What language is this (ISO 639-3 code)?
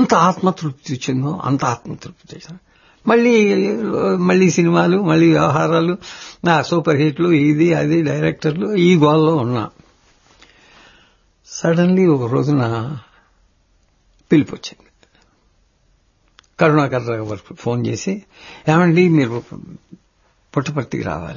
tel